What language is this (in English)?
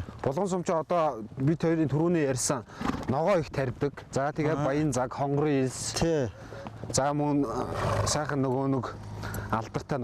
Mongolian